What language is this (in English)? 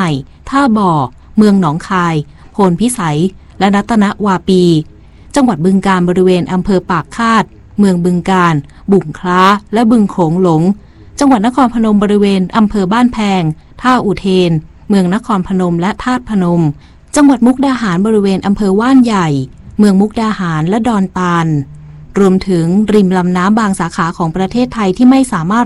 Thai